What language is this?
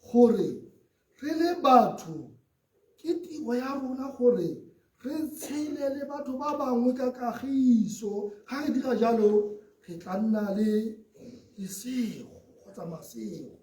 Tswana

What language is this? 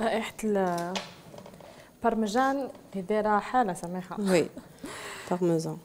Algerian Arabic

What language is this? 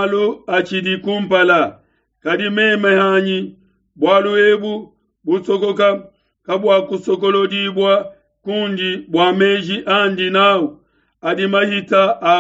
Luba-Lulua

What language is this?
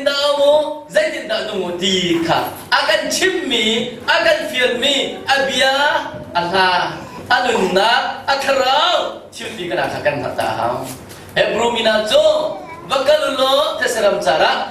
Hakha Chin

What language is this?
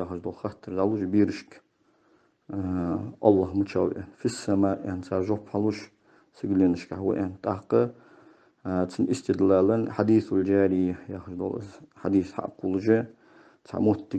Ingush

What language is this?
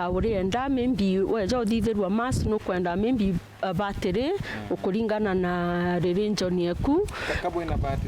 Meru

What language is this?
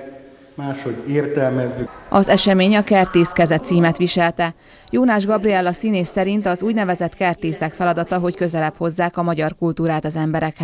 Hungarian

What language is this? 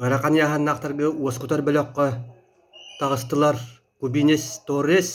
Yakut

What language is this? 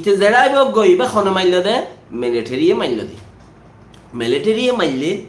Rohingya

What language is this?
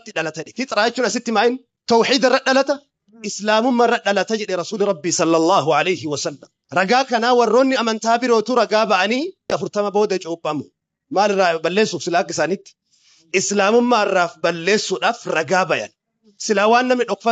Oromo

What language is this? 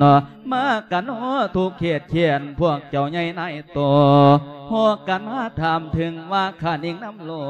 Lao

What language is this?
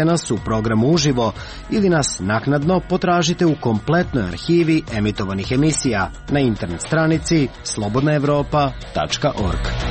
Serbian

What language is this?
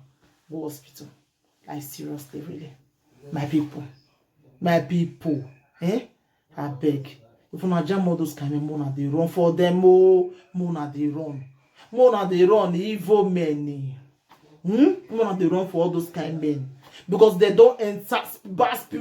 Nigerian Pidgin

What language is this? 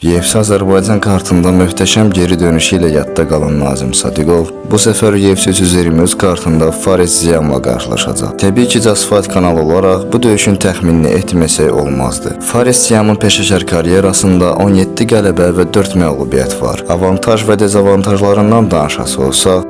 Azerbaijani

